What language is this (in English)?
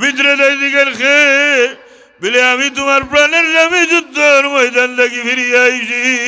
Sylheti